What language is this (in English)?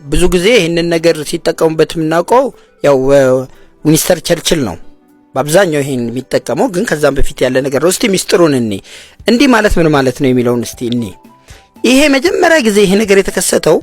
Amharic